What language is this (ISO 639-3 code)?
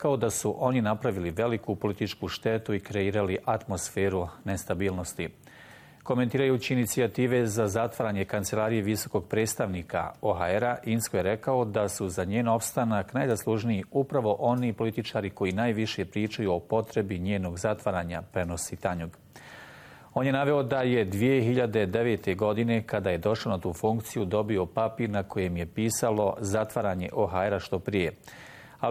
bos